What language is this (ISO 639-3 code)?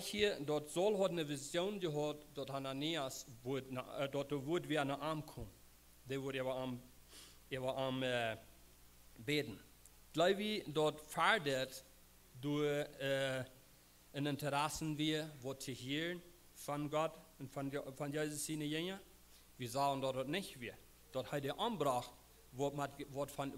pdt